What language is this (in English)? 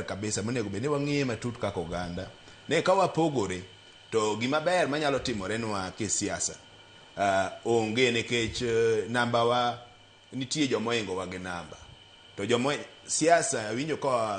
Luo (Kenya and Tanzania)